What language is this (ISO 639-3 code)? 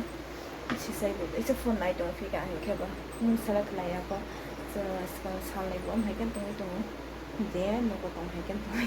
trp